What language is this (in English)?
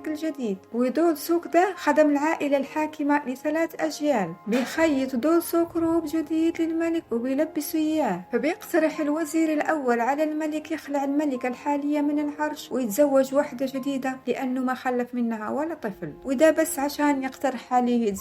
Egyptian Arabic